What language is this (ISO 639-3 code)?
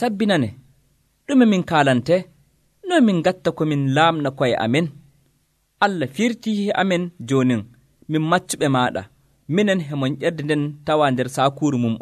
fuv